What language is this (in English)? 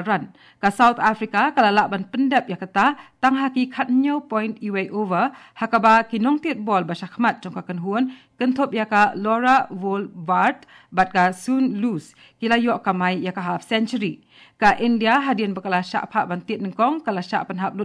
Khasi